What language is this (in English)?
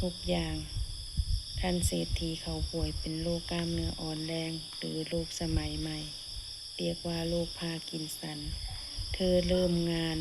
Lao